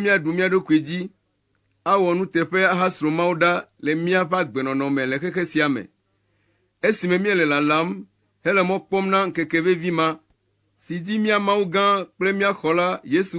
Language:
Ewe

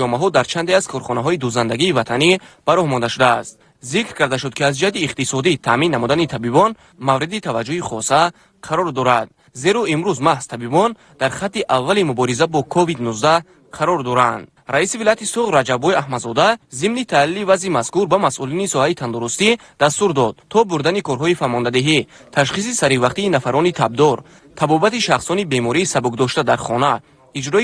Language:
Tajik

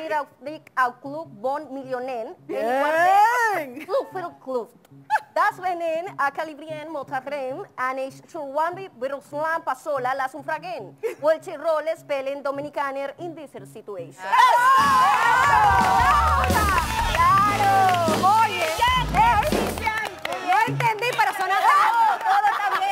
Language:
Spanish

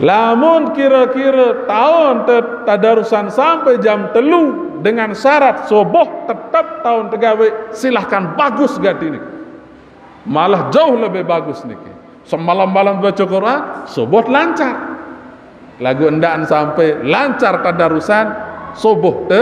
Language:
Sasak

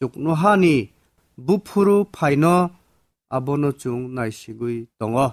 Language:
Kok Borok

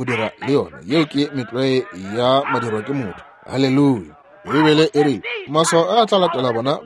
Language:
Northern Sotho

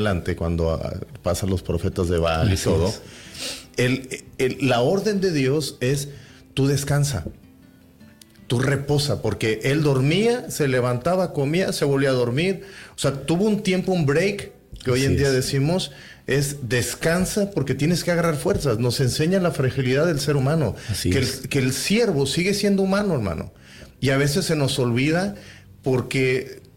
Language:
Spanish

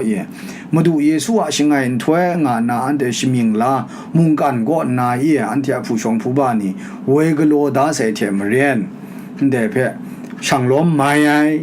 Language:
Kachin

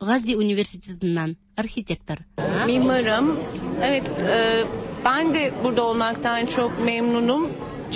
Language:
Tatar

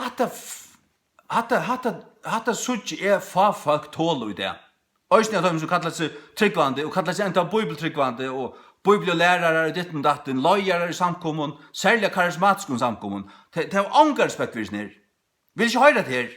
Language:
Faroese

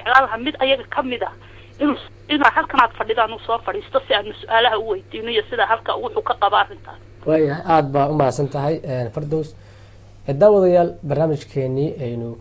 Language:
Somali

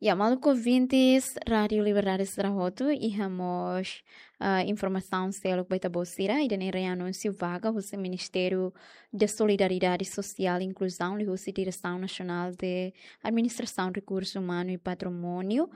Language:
Tetum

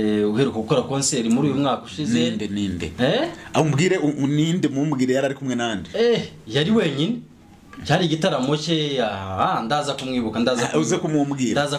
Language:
Kinyarwanda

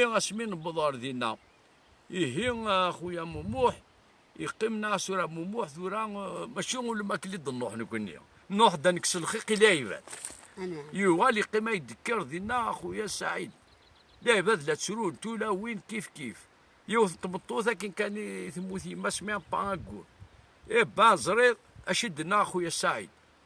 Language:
Kabyle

